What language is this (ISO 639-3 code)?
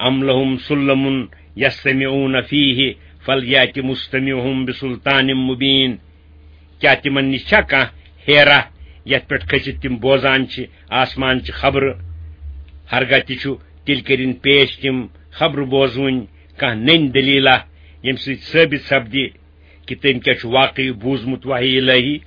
kas